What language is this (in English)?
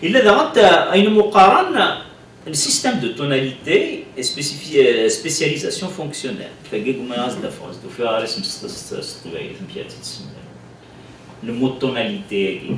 Kabyle